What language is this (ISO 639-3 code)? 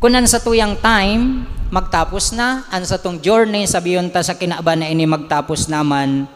bik